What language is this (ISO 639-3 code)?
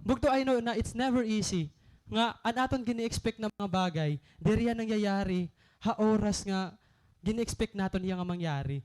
war